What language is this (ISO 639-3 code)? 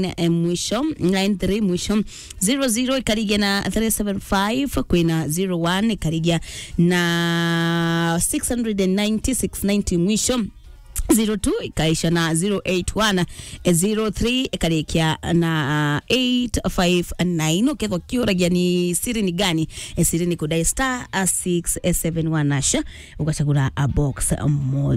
mer